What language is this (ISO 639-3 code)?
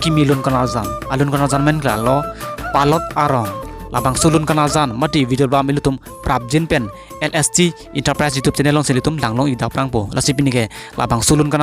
mjw